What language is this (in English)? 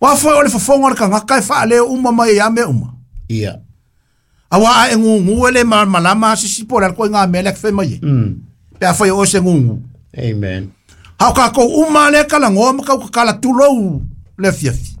Samoan